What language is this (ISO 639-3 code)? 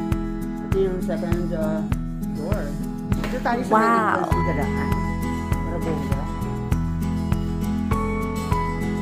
fil